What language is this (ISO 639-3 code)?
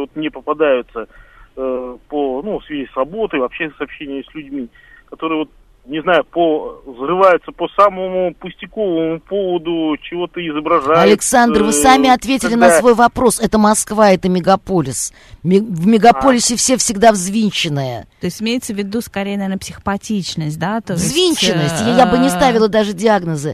rus